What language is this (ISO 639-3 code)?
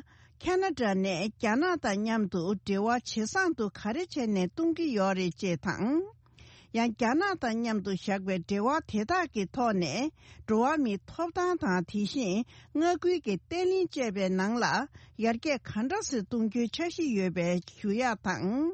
bod